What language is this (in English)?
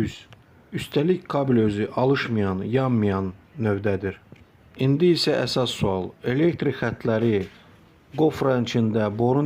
Azerbaijani